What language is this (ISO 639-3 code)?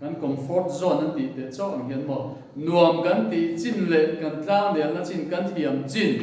lus